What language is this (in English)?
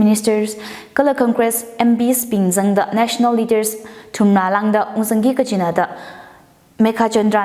Tangkhul Naga (India)